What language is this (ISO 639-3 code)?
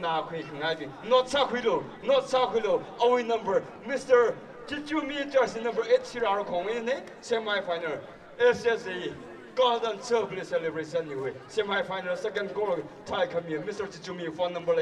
nmf